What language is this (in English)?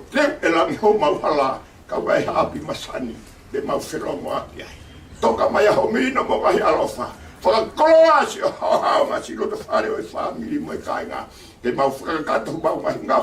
Tongan